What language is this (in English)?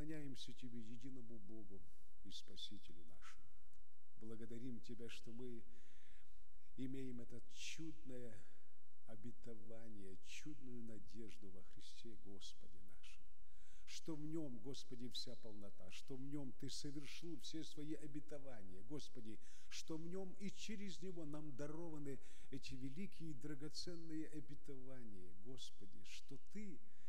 Russian